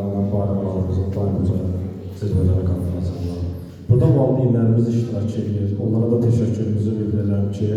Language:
Azerbaijani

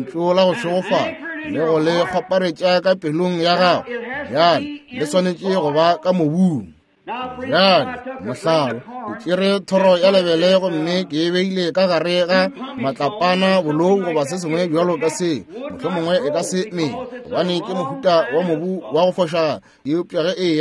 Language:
Northern Sotho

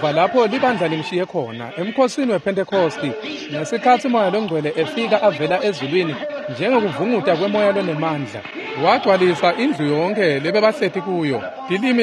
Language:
Swati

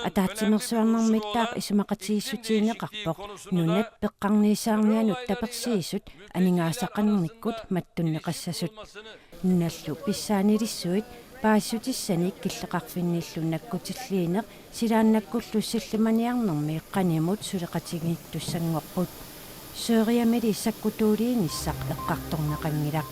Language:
Kalaallisut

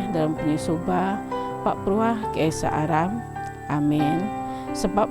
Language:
Biatah Bidayuh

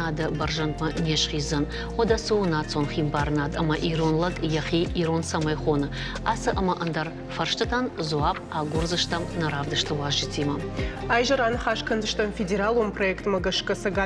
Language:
Ossetic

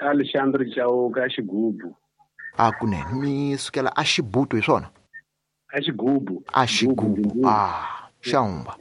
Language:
Tsonga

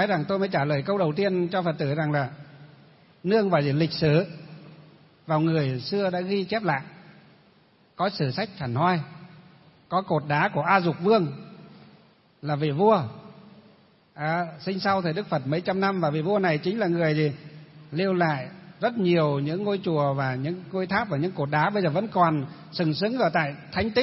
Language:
Vietnamese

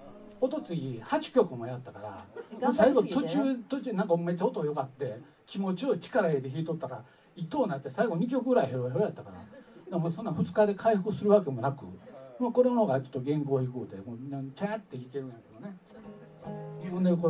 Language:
Japanese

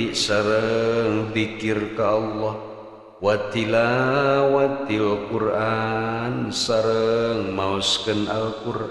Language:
Sundanese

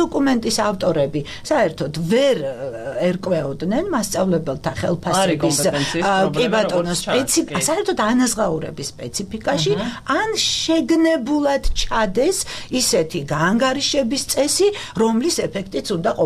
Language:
Georgian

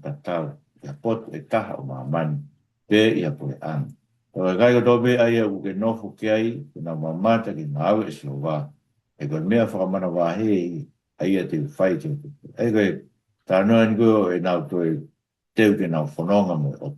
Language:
Tongan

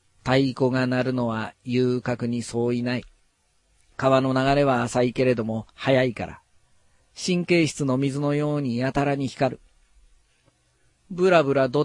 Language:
Japanese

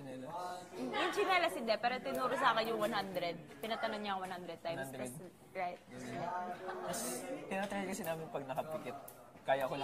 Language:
Filipino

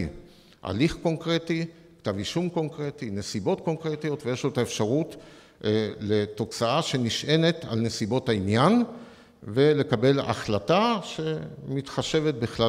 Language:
Hebrew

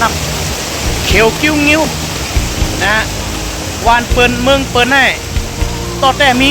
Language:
Shan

